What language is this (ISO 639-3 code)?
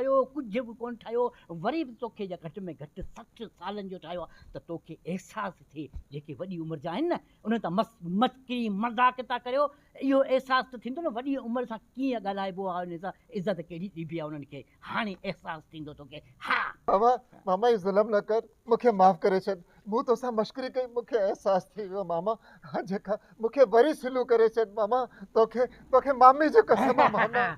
snd